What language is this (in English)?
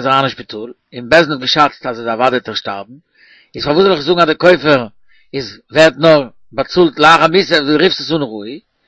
Yiddish